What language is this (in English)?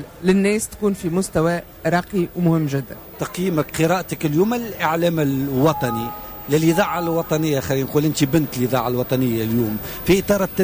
Tunisian Arabic